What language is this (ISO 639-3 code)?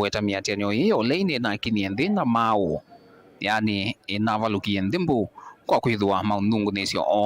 kam